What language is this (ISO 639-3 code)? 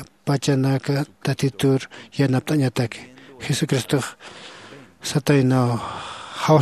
aym